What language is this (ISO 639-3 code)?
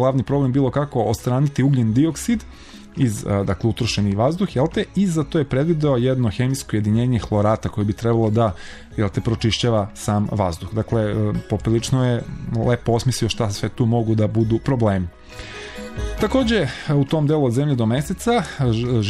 srp